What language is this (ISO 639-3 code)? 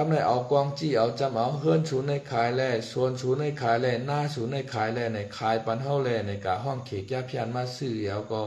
shn